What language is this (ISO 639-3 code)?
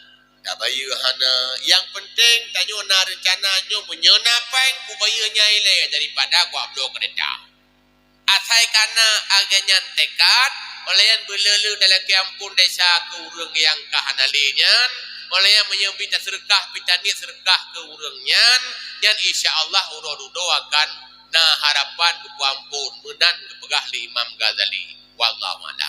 ace